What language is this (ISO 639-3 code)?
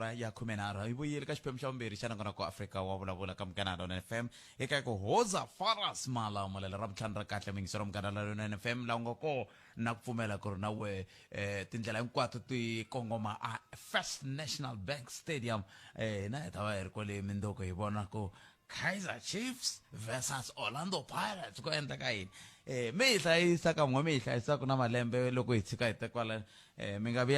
tso